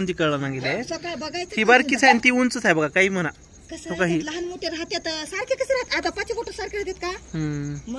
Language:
Marathi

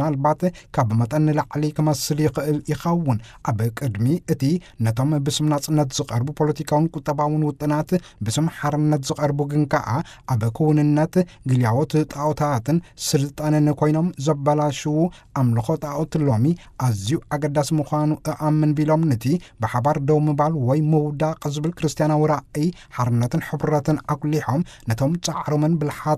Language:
Tigrinya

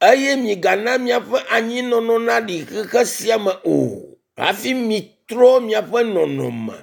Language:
Ewe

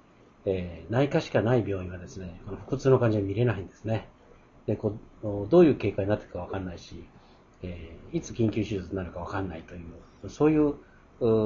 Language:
Japanese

